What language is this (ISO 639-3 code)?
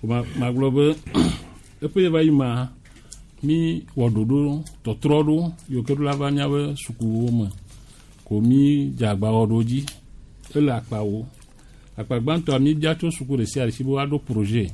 gej